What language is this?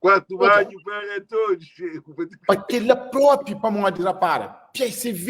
Kabuverdianu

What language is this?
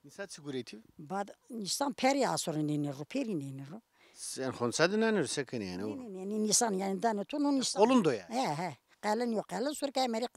Zaza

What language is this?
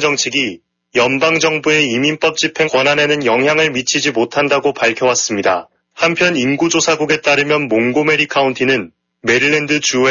Korean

